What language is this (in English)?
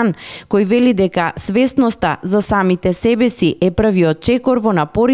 Macedonian